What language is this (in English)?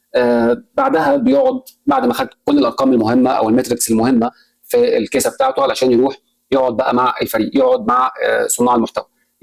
Egyptian Arabic